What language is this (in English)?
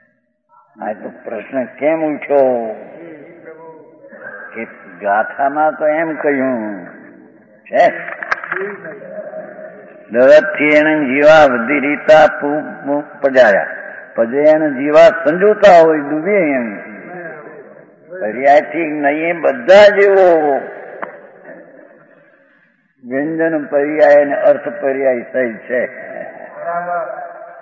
Gujarati